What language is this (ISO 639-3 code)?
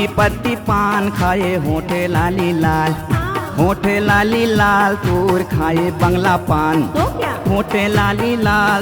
hne